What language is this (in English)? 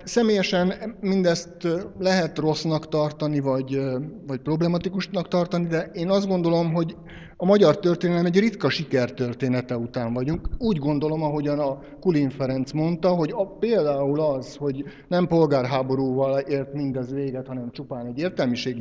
Hungarian